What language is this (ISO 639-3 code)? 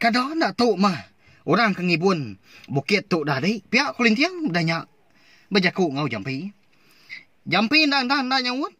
iba